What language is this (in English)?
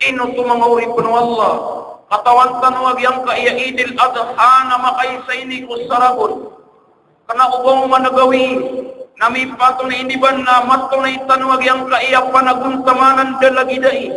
Maranao